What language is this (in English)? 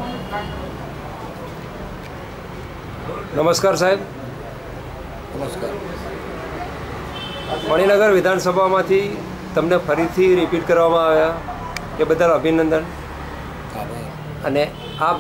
Gujarati